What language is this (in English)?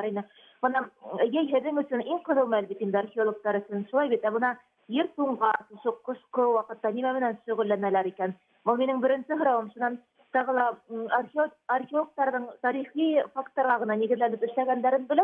Bashkir